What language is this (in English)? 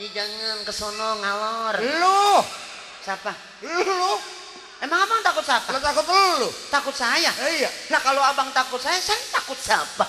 Betawi